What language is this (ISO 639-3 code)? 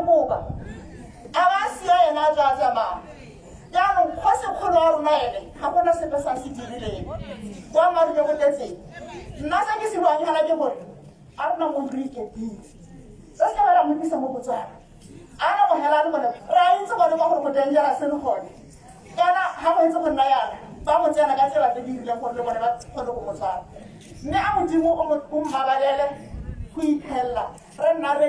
tsn